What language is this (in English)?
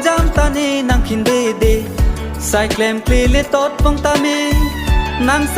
Karbi